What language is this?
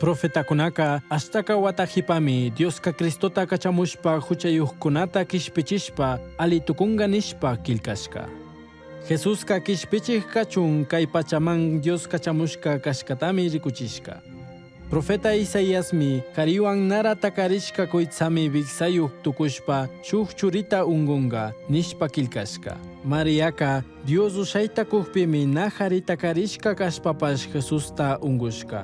Chimborazo Highland Quichua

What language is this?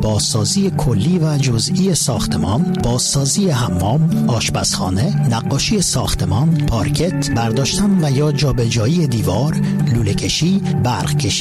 Persian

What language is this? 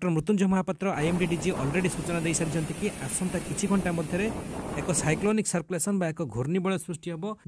Odia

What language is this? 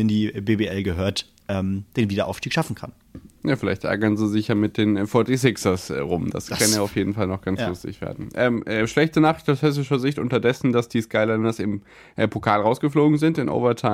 German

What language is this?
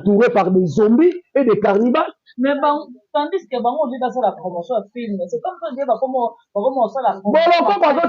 Lingala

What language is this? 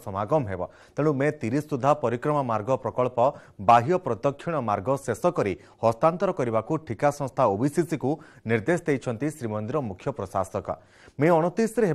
Odia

